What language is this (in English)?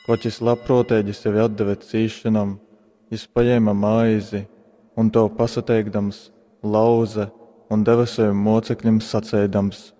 Latgalian